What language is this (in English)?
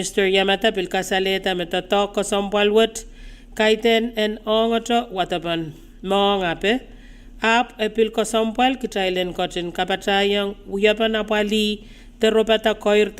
Pohnpeian